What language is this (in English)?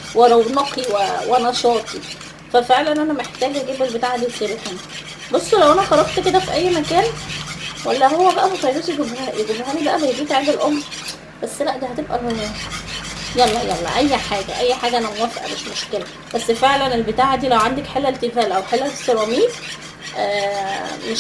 Egyptian Arabic